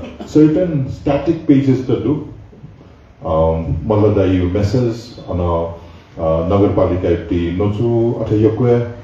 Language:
Newari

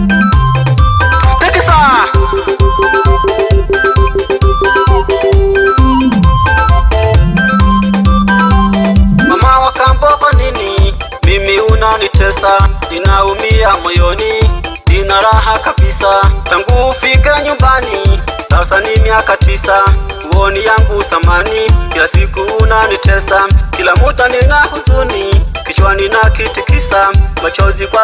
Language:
Swahili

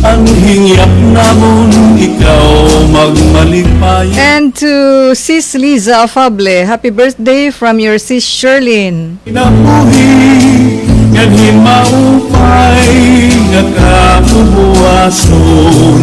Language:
Waray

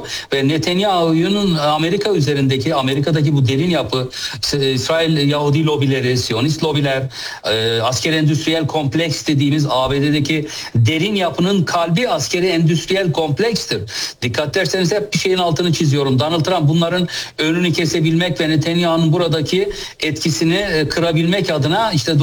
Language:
Turkish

